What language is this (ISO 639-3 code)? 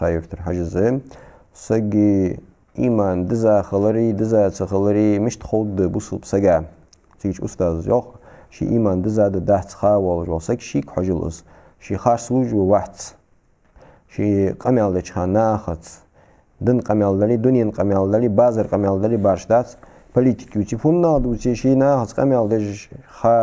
inh